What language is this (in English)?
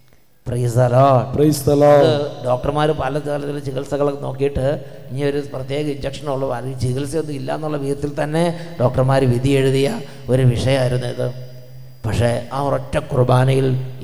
Malayalam